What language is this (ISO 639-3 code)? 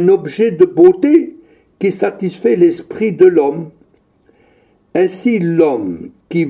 fra